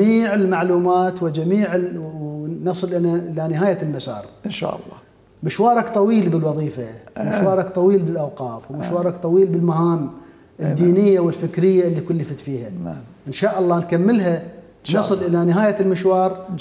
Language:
Mesopotamian Arabic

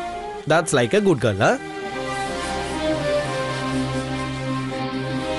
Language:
Odia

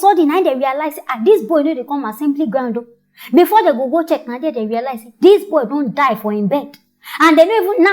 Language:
Nigerian Pidgin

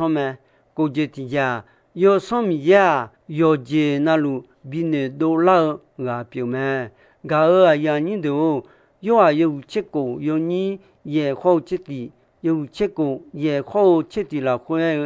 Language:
Akha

